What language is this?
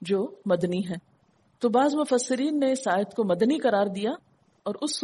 Urdu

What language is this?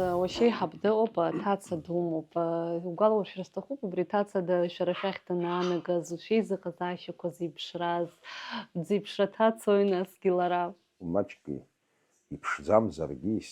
Abkhazian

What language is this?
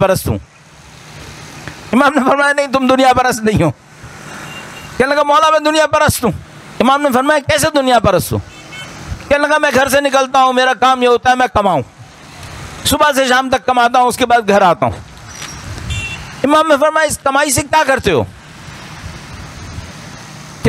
Urdu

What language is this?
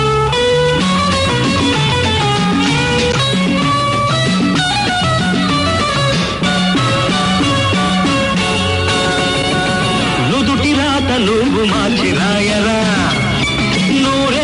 Telugu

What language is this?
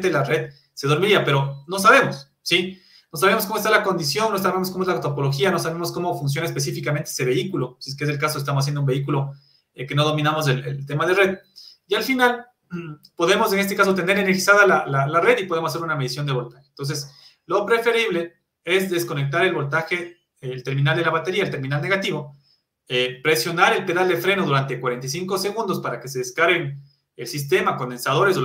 Spanish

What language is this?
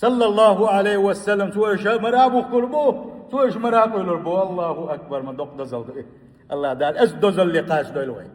Chechen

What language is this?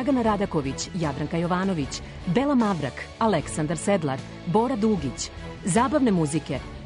Serbian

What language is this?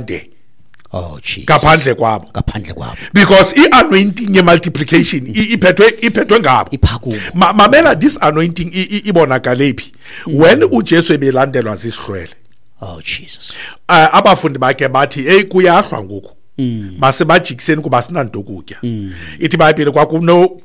Xhosa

